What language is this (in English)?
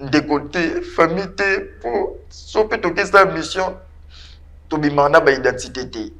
Lingala